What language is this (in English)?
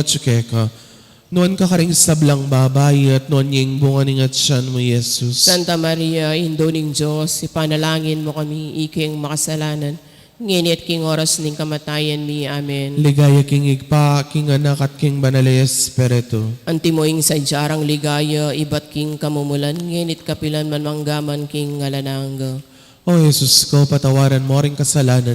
Pampanga